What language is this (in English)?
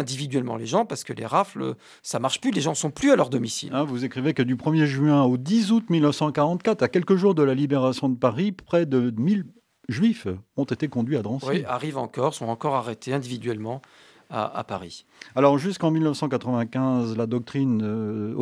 French